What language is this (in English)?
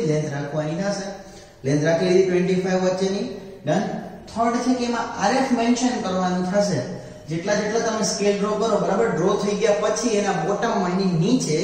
Gujarati